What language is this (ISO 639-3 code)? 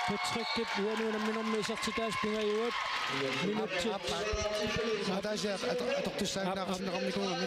kal